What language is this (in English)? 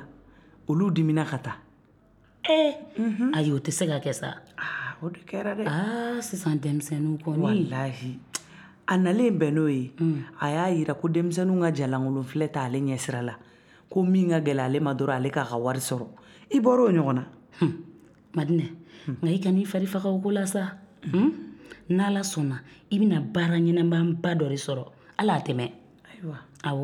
Bambara